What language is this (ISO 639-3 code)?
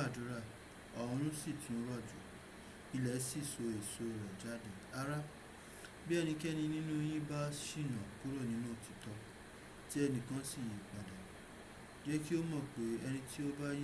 yor